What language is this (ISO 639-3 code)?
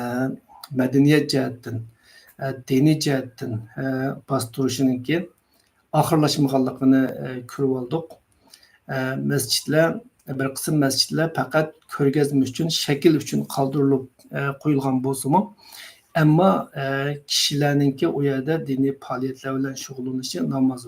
uig